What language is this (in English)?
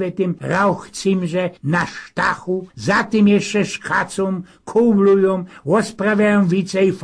Silesian